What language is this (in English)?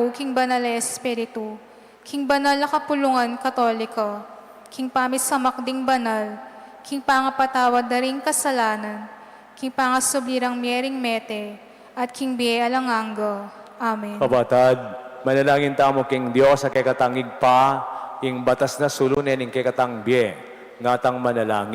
Pampanga